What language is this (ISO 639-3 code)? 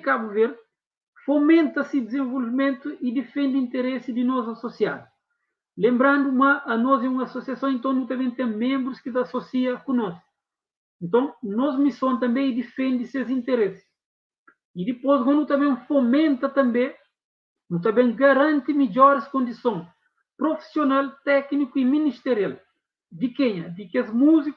kea